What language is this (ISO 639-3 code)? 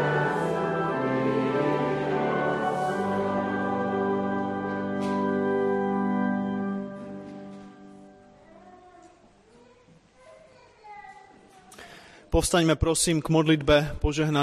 slk